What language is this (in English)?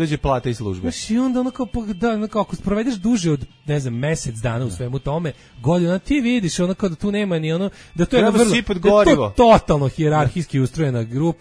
Serbian